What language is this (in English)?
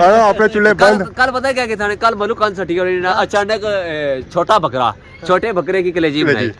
Pahari-Potwari